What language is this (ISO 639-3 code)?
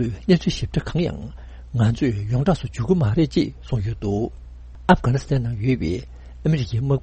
bod